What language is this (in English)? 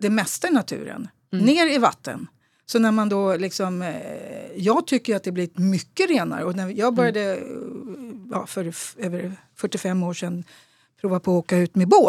Swedish